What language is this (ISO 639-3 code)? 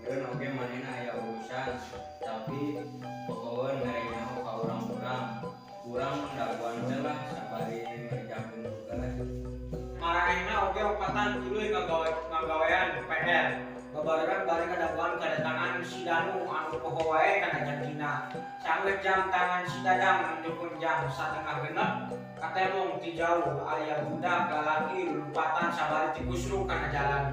sun